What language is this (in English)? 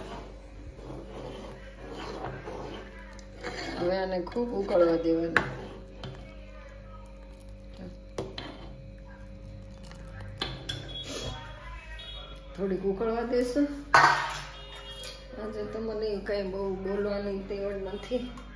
Gujarati